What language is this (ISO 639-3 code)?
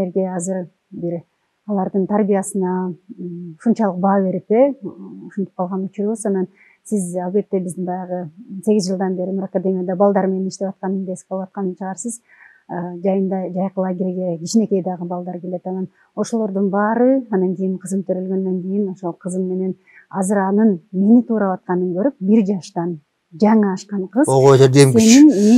kir